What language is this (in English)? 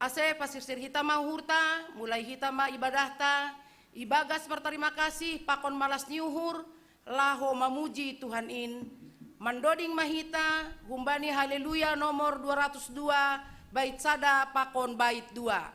Batak Simalungun